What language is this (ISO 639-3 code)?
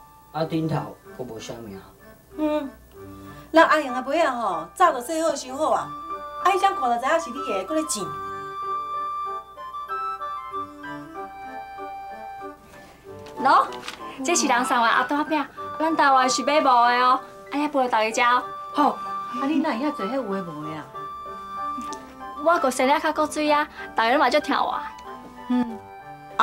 nan